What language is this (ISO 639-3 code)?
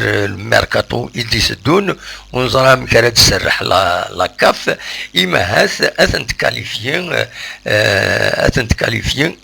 kab